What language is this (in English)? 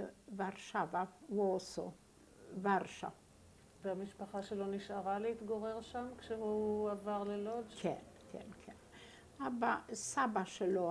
Hebrew